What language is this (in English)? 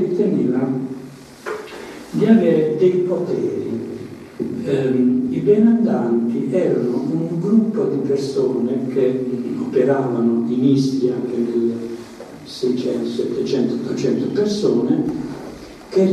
Italian